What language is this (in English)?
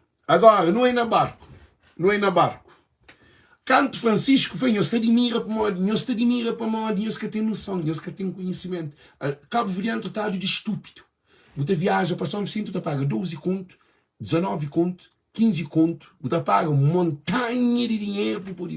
Kabuverdianu